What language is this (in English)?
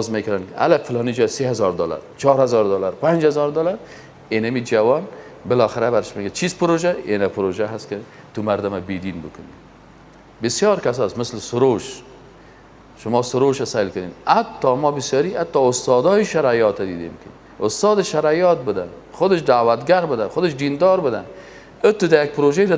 Persian